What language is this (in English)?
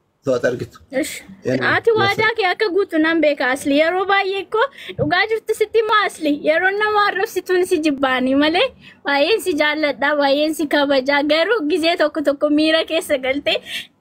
Oromo